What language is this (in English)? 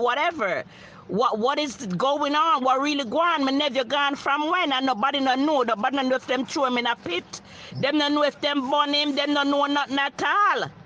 Jamaican Creole English